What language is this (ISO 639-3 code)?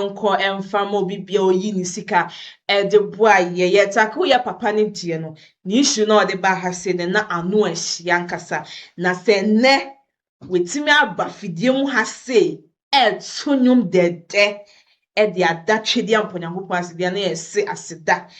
aka